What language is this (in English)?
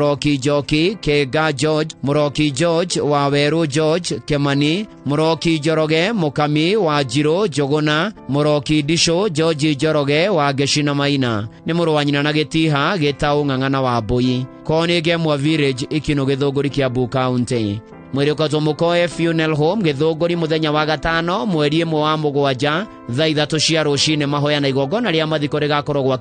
Kikuyu